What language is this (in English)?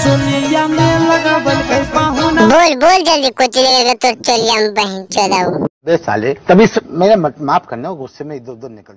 Magahi